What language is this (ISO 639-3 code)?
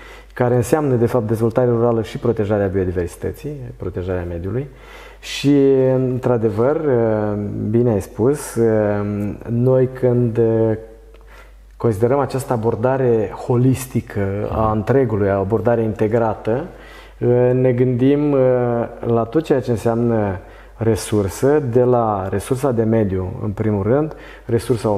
ron